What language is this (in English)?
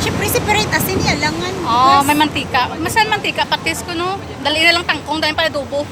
Hiligaynon